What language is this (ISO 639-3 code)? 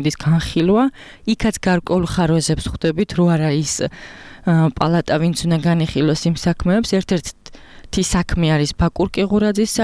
kat